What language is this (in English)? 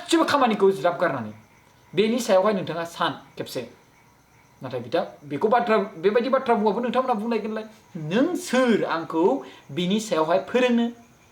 Bodo